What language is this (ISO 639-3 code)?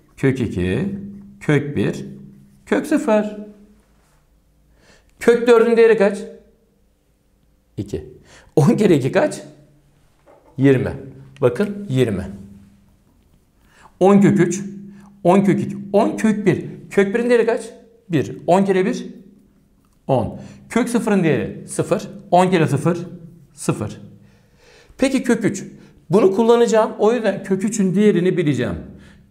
tur